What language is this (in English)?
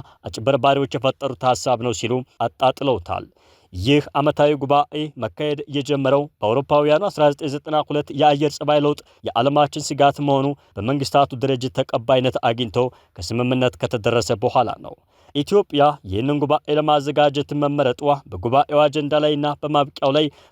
Amharic